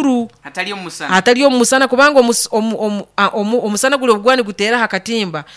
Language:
Nyoro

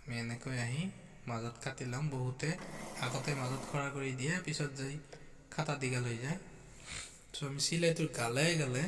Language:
Assamese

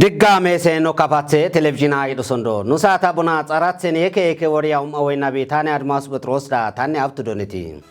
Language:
Kafa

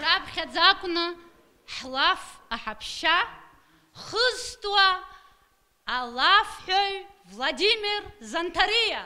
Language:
Abkhazian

